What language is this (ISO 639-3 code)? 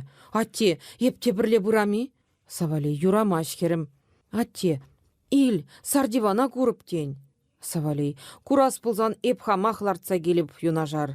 chv